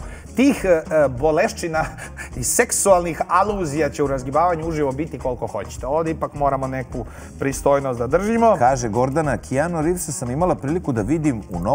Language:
Serbian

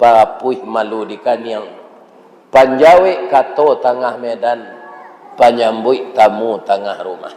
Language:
Minangkabau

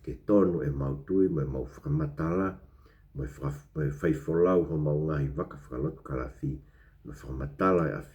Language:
Tongan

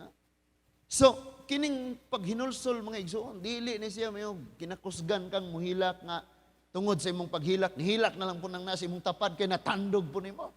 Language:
Cebuano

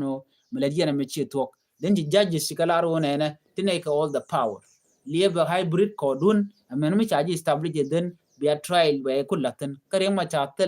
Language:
Nuer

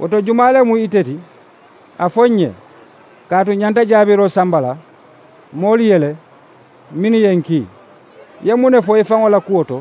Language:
Mandingo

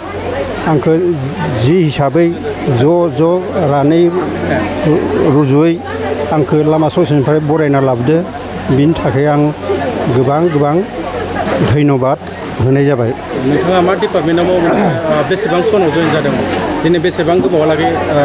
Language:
Bodo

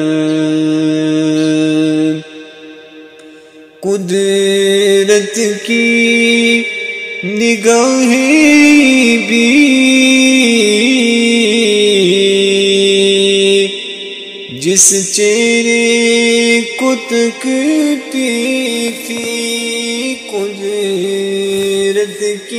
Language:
Urdu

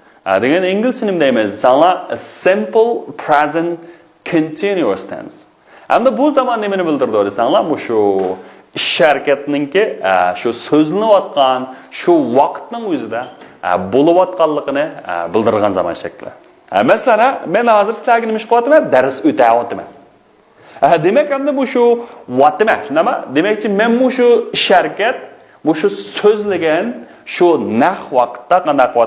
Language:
Uyghur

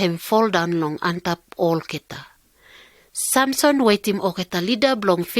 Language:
Pijin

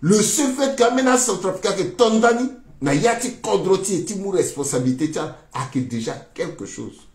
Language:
Sango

